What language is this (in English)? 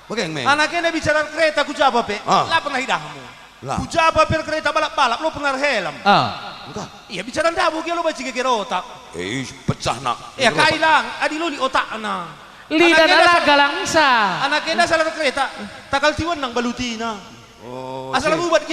Batak Karo